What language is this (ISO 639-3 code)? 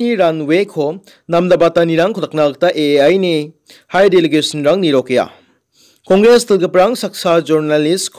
grt